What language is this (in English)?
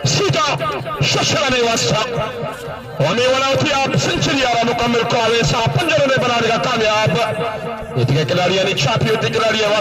Baluchi